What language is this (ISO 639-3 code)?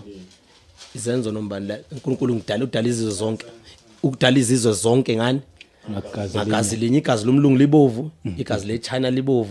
zul